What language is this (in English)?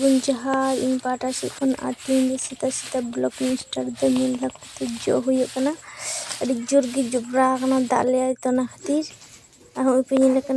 Santali